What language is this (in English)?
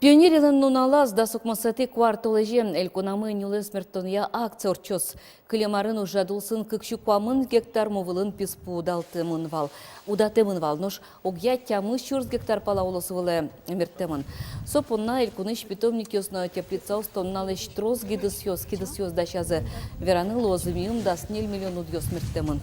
Udmurt